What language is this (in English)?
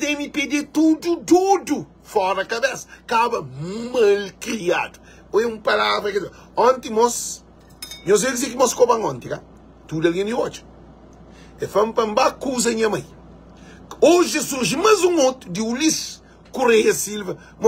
Kabuverdianu